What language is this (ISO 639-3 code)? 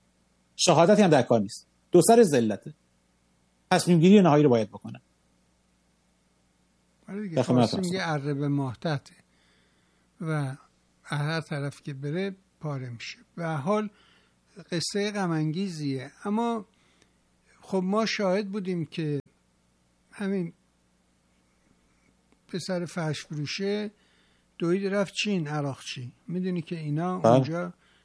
fas